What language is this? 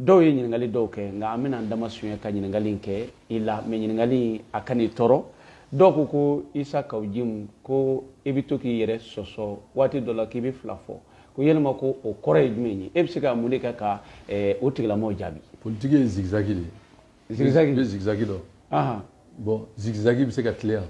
Bambara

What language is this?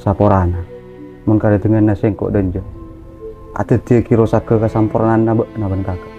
Madurese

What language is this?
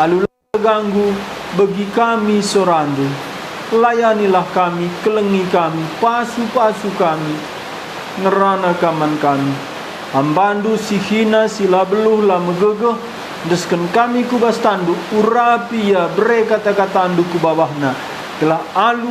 Batak Karo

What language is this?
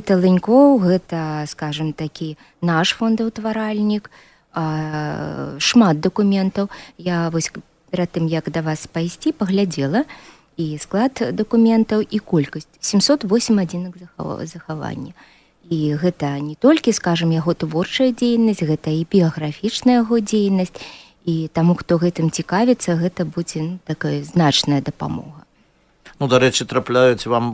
Belarusian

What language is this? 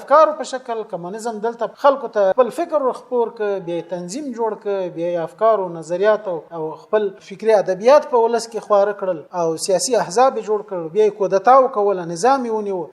Pashto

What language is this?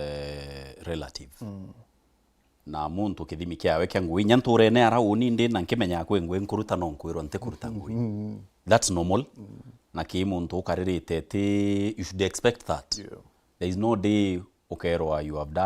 Meru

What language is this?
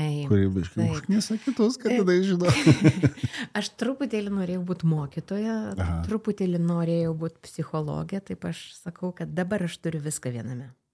Lithuanian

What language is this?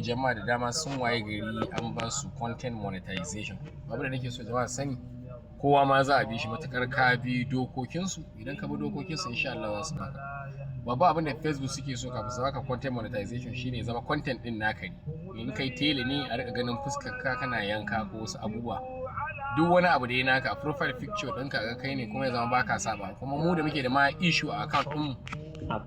Hausa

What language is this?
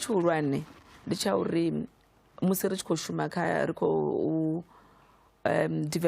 Venda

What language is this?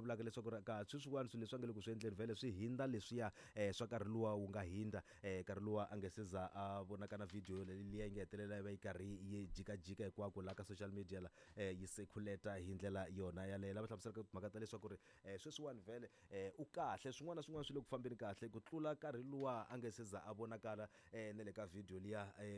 Tsonga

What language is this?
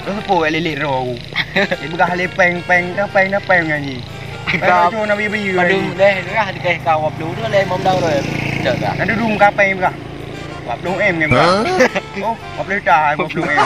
Achinese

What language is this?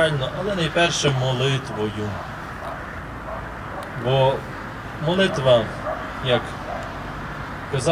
Ukrainian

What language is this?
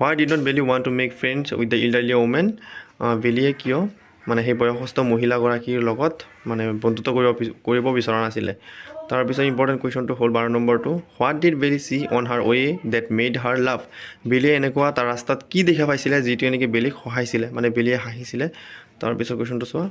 Assamese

